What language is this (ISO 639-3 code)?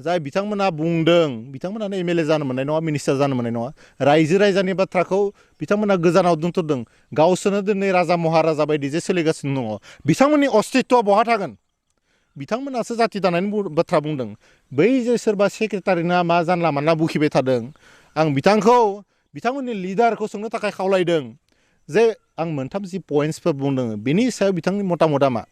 brx